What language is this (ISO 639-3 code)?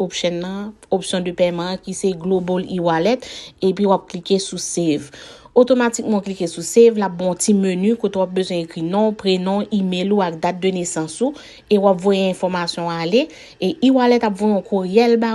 hat